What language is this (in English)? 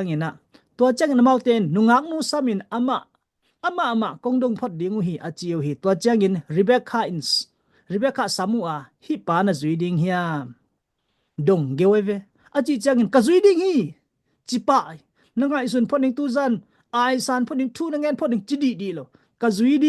Tedim Chin